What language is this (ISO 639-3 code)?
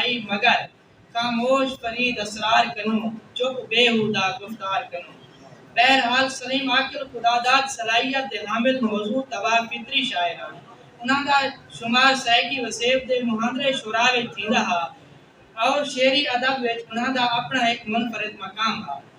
skr